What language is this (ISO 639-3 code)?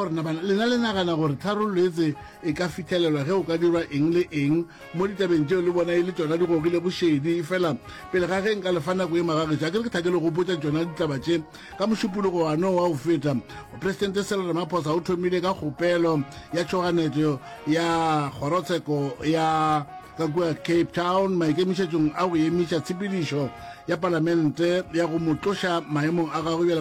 nso